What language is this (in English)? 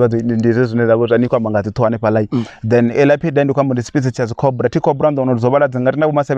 Venda